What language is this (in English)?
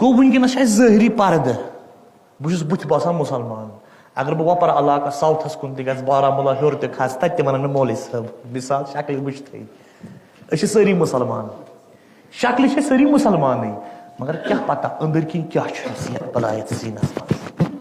Kashmiri